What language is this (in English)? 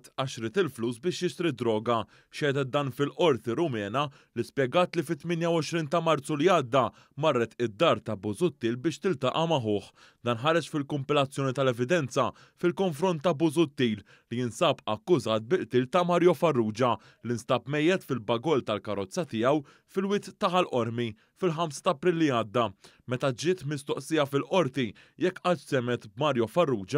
Maltese